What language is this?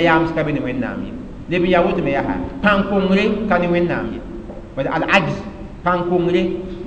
Mossi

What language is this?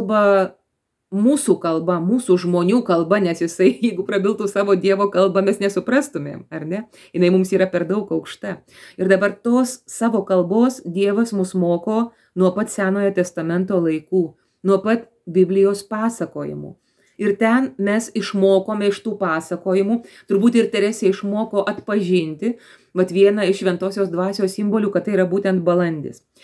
Lithuanian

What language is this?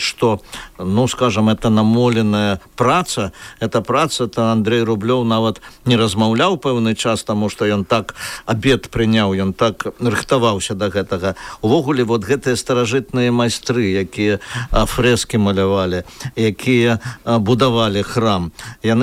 Belarusian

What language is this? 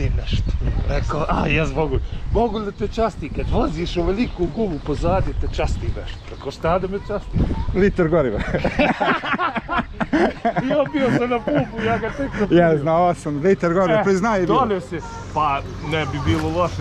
Bosnian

